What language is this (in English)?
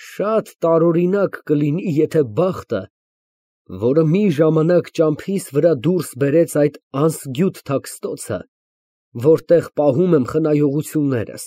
Armenian